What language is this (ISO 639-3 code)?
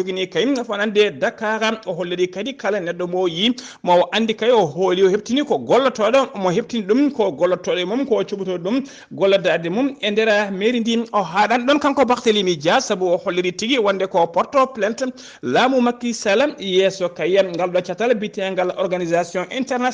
ful